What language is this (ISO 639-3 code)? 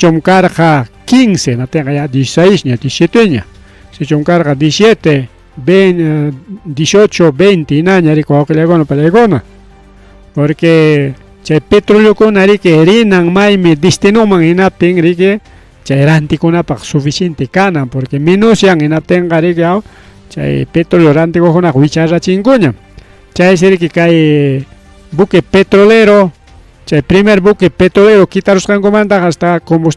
quy